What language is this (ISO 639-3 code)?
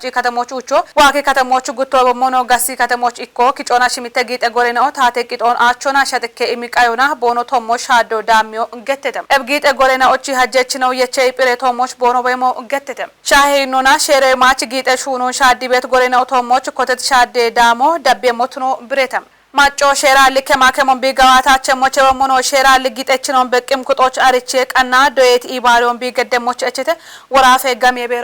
kbr